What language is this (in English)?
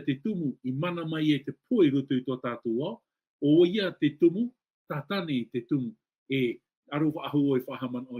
Tahitian